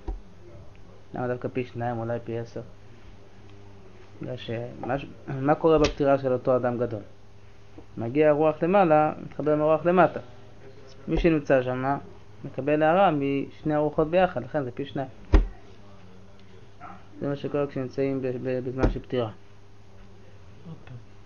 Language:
Hebrew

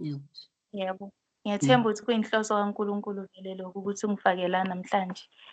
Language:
Zulu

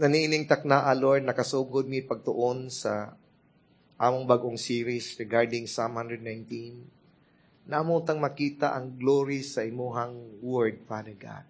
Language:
Cebuano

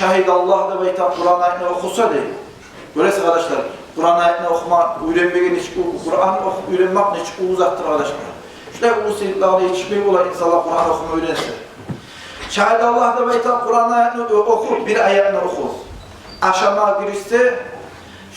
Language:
Kumyk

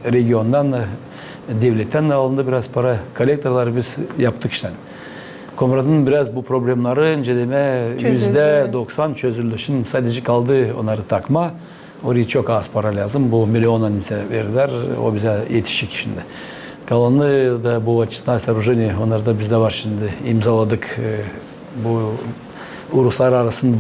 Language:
Gagauz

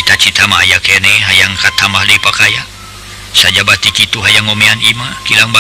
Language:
Sundanese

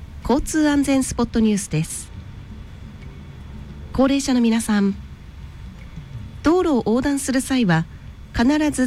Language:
Japanese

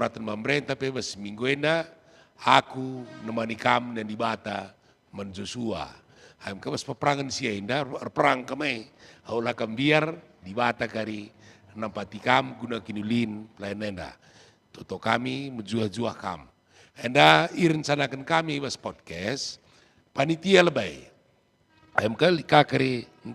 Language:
Batak Karo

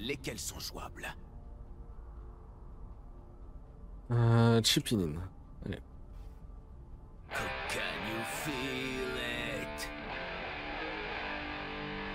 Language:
French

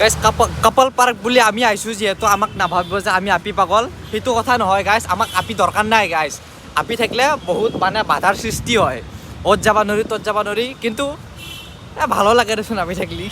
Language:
Assamese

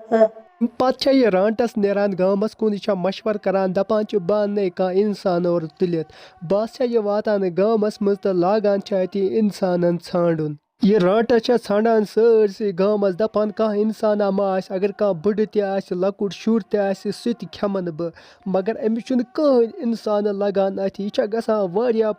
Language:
Kashmiri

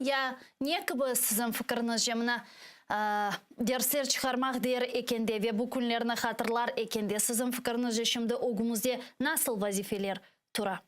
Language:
Crimean Tatar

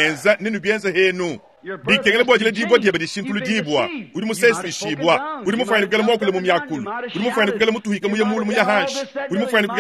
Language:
Luba-Lulua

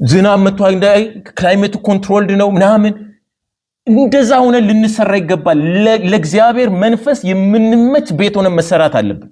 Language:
Amharic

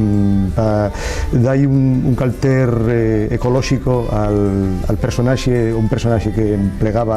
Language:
Asturian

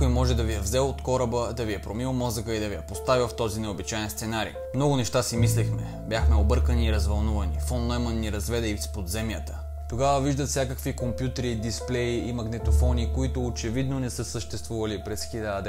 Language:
Bulgarian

